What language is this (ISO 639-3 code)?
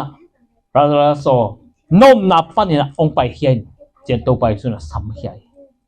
ctd